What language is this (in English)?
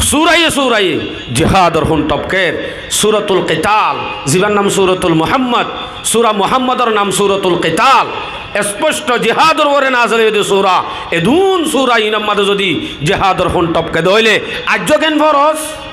Rohingya